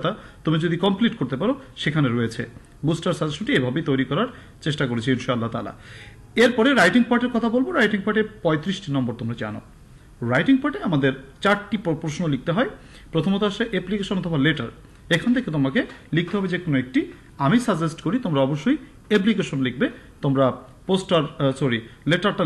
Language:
Bangla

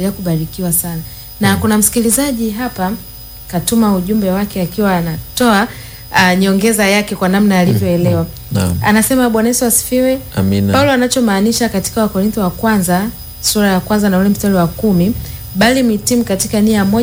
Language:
Swahili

